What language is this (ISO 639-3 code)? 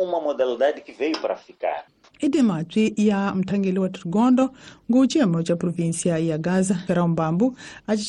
tso